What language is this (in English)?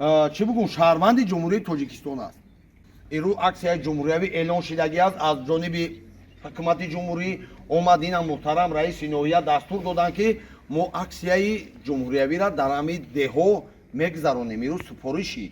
Tajik